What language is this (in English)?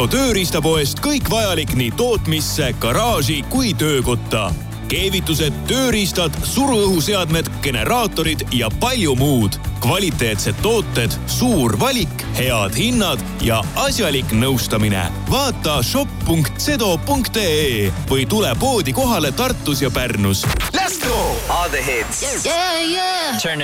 Estonian